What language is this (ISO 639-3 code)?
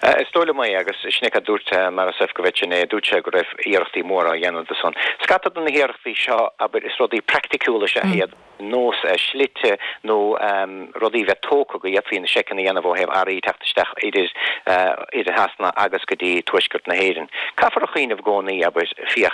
gle